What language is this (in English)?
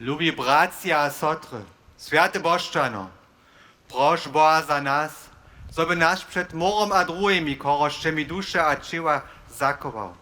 Upper Sorbian